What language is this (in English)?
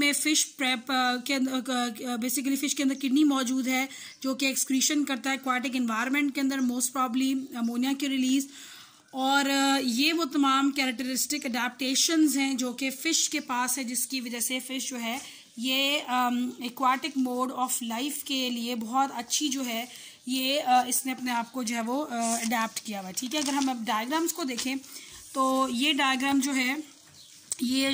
Hindi